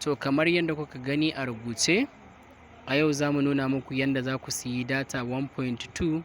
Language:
Hausa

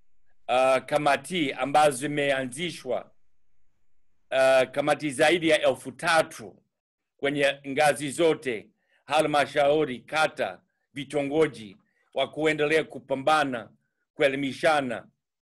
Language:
Swahili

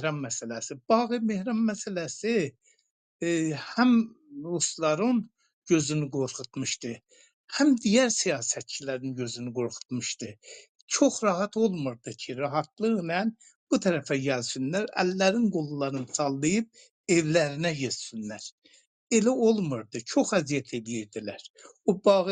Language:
South Azerbaijani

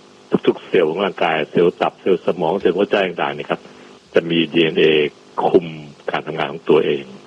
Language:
Thai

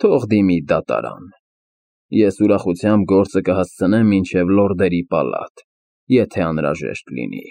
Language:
Armenian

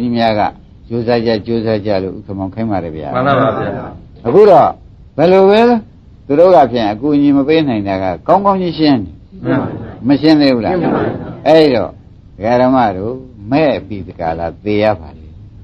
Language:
Burmese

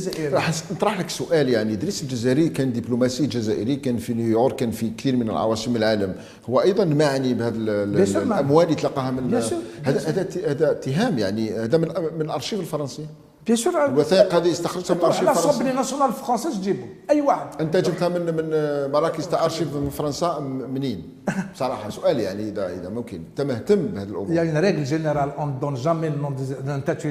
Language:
Algerian Arabic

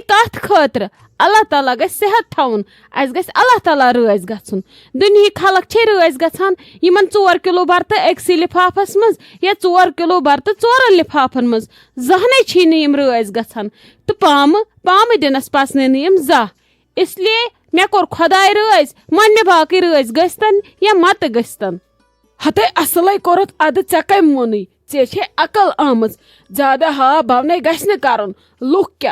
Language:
Kashmiri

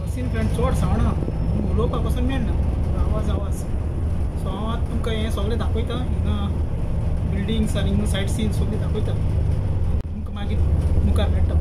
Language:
Konkani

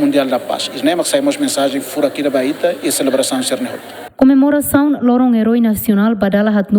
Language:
Tetum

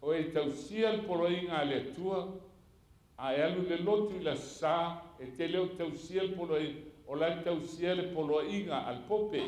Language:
Samoan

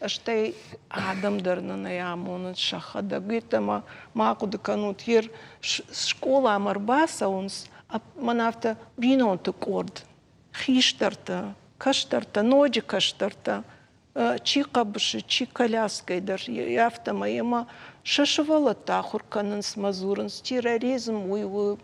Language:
Ossetic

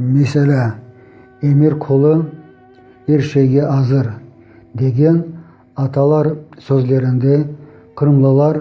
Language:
Crimean Tatar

